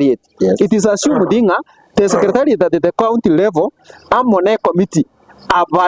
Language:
Gusii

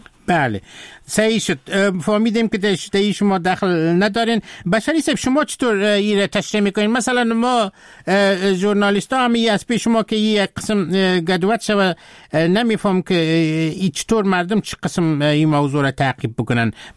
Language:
Persian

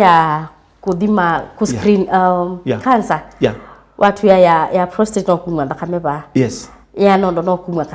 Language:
Kamba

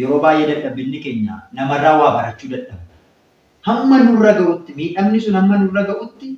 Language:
Oromo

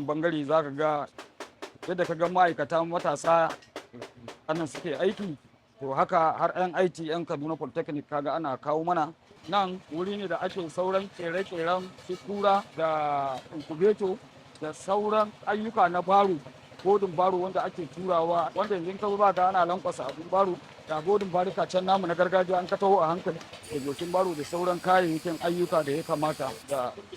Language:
Hausa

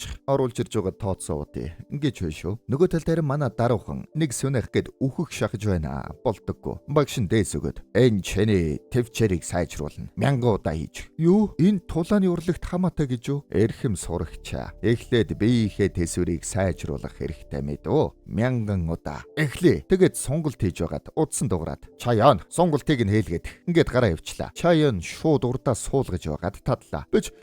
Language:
Mongolian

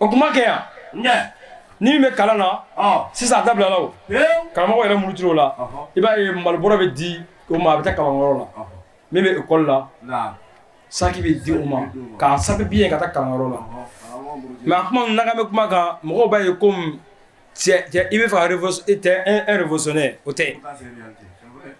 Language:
Bambara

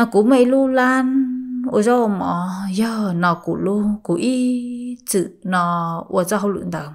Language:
Hmong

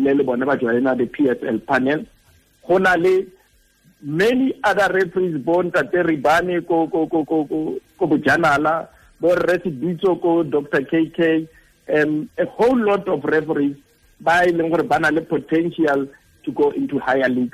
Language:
Tswana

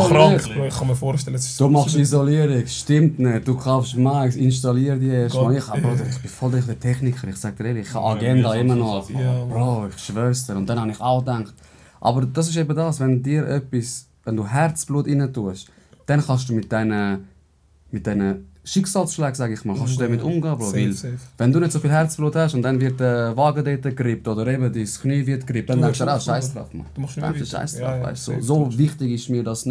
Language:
Swiss German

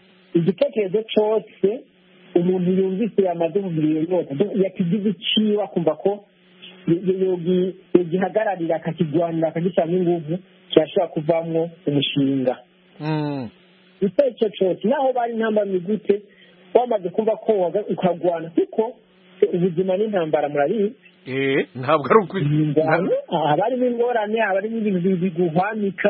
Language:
Kinyarwanda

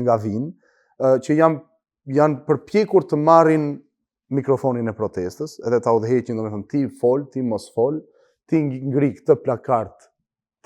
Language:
Albanian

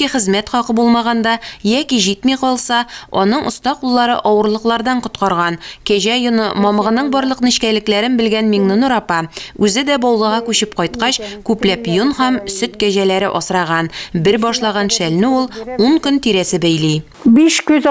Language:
Tatar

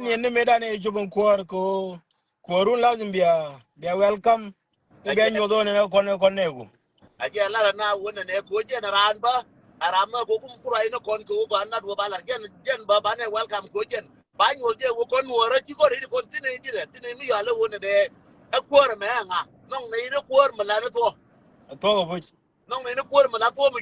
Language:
Nuer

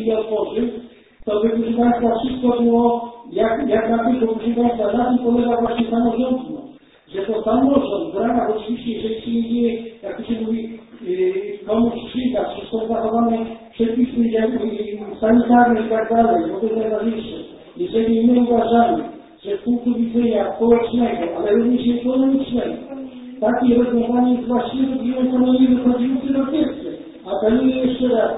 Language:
Polish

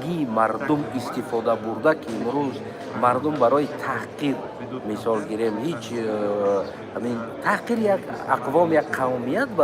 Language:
Tajik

